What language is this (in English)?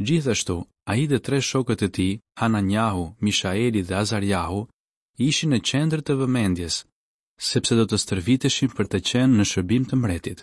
Albanian